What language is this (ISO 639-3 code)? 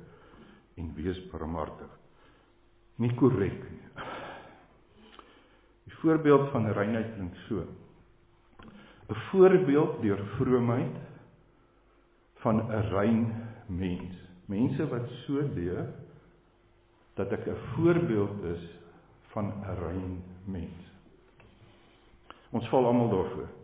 afr